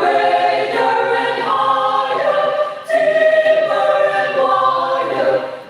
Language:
Tangkhul Naga (India)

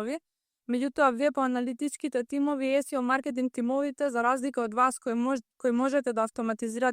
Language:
Macedonian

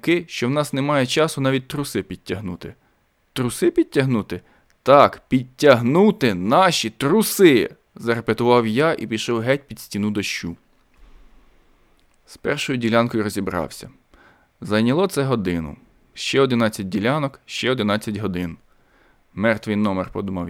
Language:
Ukrainian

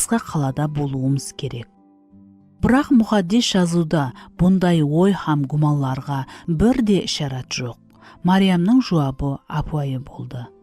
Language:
Kara-Kalpak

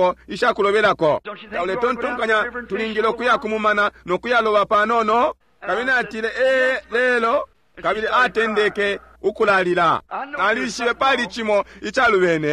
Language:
Bemba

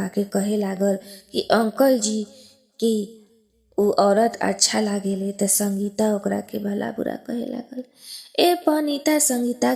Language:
Bhojpuri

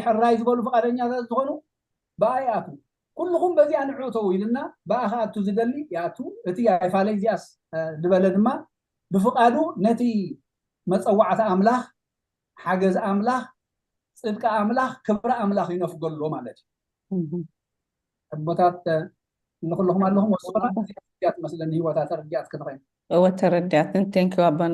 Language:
Tigrinya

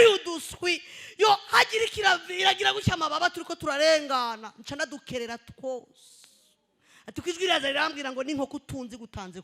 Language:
Rundi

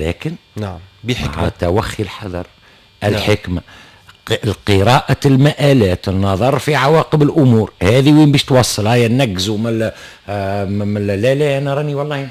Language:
Tunisian Arabic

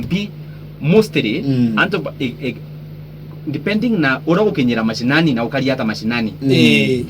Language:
Meru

